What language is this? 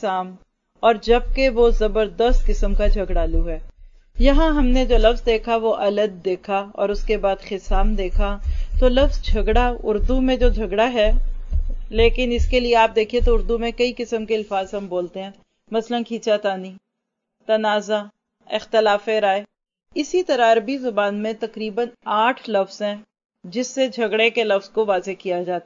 Urdu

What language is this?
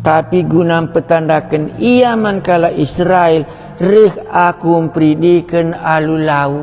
Batak Karo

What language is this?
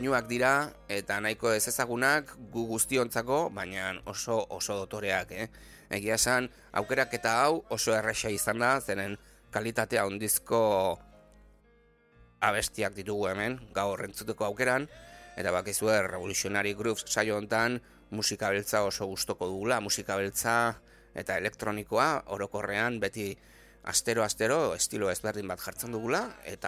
Basque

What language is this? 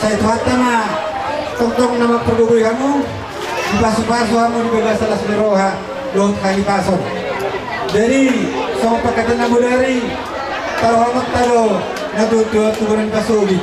Batak Toba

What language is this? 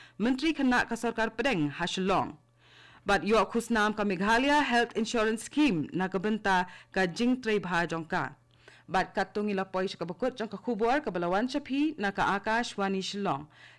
Khasi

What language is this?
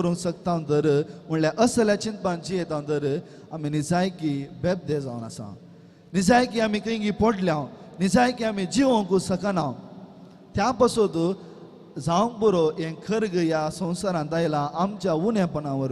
Konkani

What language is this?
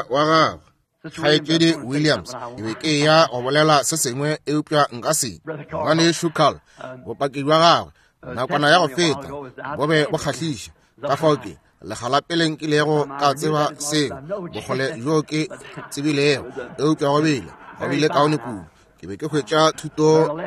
Northern Sotho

